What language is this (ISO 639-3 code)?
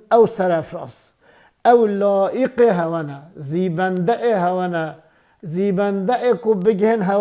kur